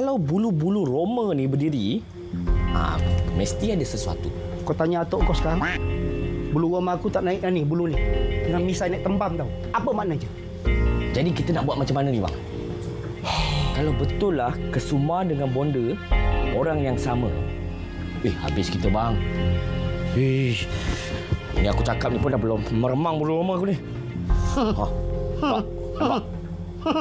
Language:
Malay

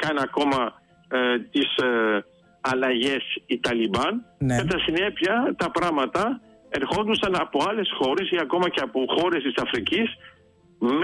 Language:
Greek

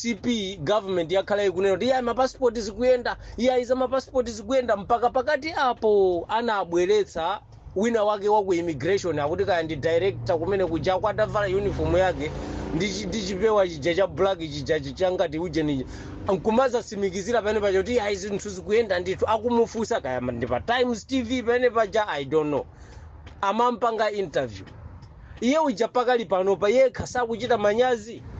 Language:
Nyanja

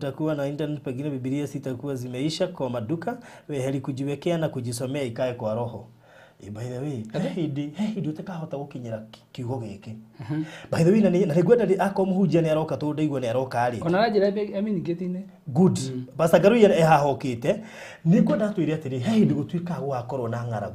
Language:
Kikuyu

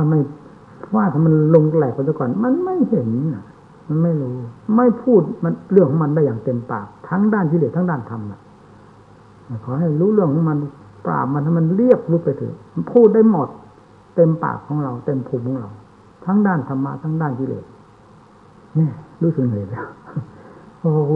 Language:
Thai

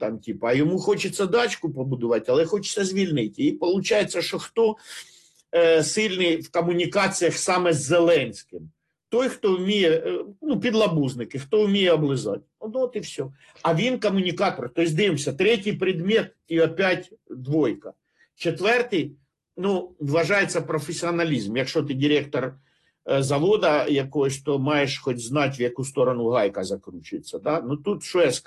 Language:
Ukrainian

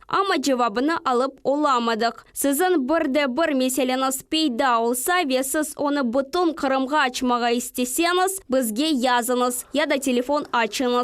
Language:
Crimean Tatar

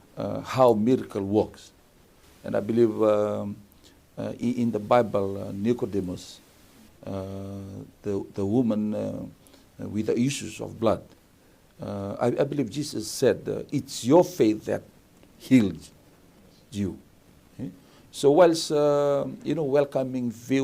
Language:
Fijian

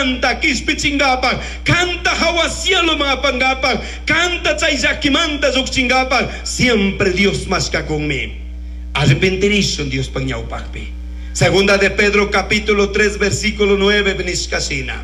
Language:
Chimborazo Highland Quichua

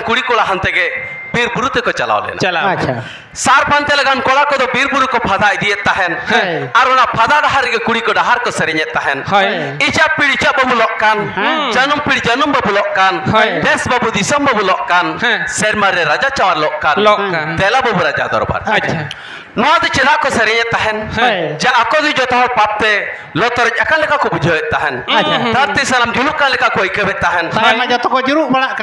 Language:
Santali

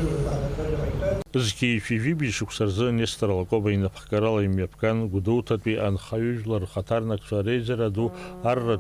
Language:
Abkhazian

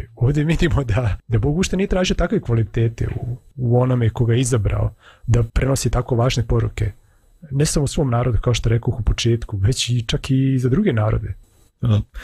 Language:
Serbian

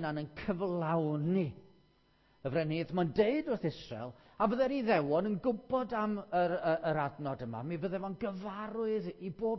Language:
Welsh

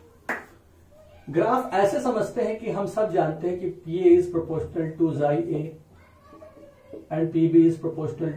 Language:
Hindi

